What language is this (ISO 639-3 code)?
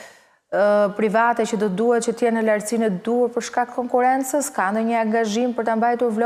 sqi